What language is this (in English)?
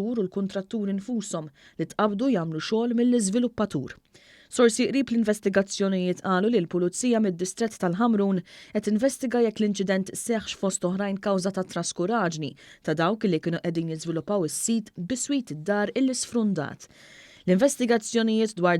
Maltese